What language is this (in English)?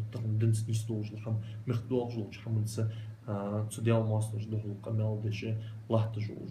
Ingush